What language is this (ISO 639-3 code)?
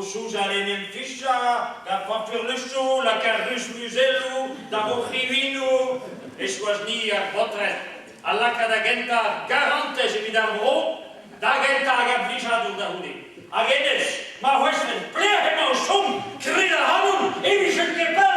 bre